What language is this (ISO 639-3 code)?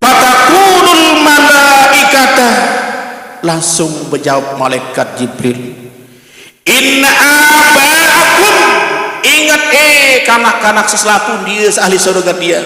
sas